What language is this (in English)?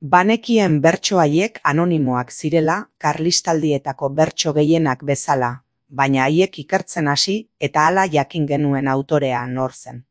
Basque